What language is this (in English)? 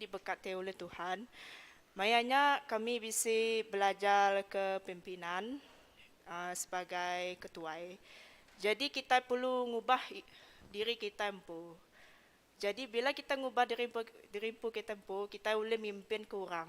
Iban